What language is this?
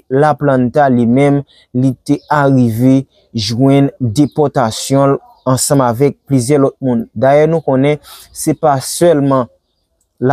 Haitian Creole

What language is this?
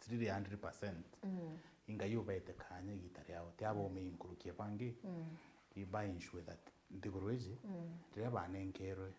Meru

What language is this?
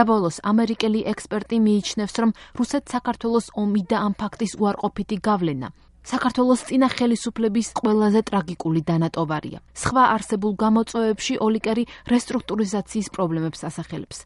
Georgian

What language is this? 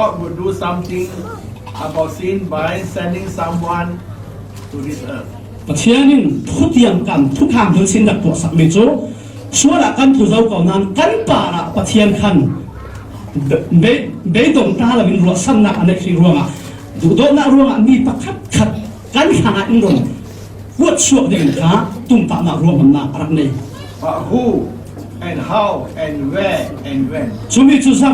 Falam Chin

